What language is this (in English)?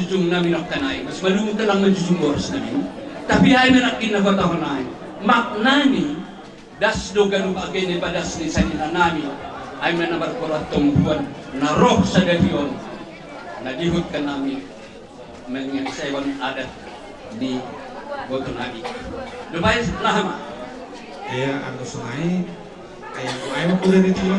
Batak Simalungun